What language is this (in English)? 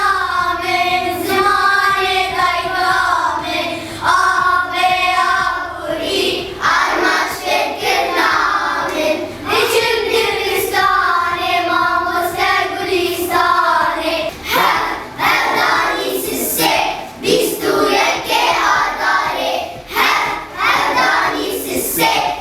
Kurdish